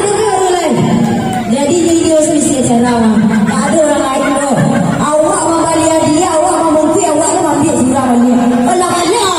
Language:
Minangkabau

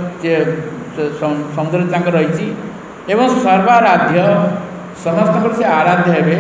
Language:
Odia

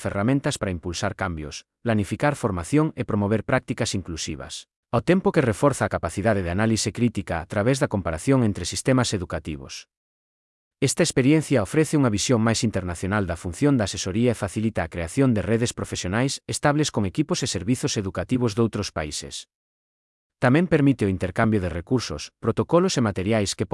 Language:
Galician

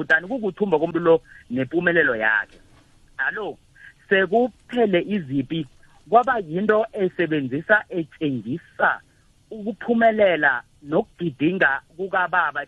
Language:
South Ndebele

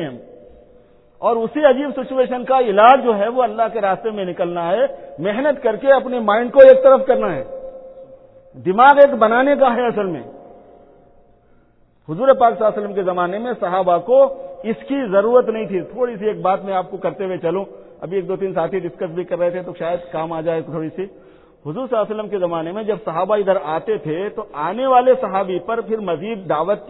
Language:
Urdu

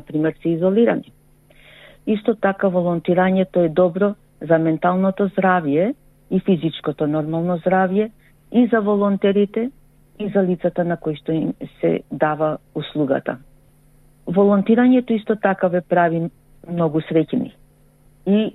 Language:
Macedonian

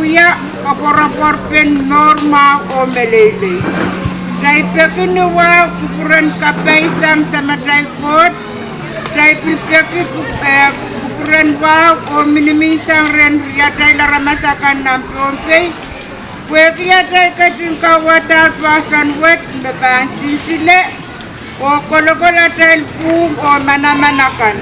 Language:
Pohnpeian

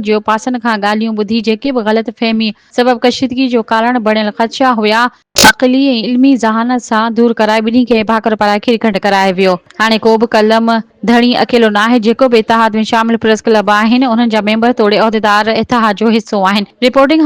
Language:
Sindhi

